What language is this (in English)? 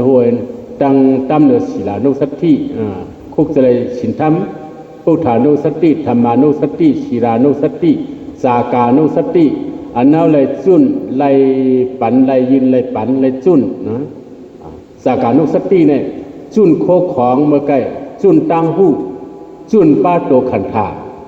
Shan